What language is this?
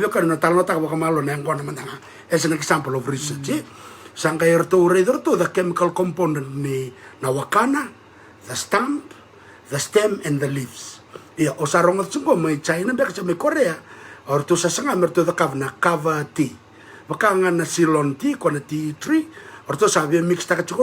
Fijian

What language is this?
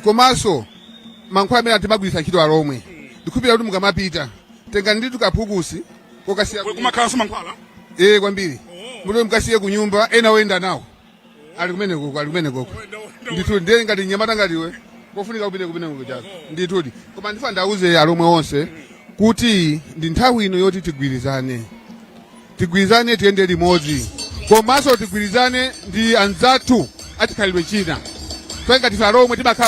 Nyanja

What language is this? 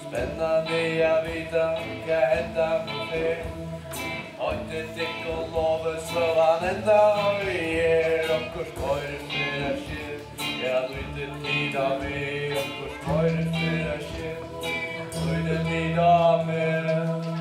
Faroese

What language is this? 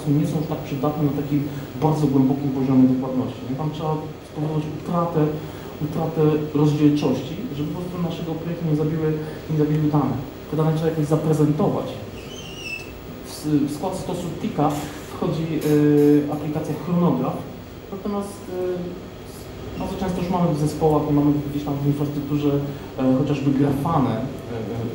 Polish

